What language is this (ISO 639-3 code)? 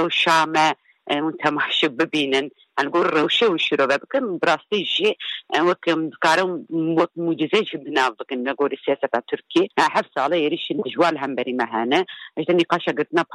kur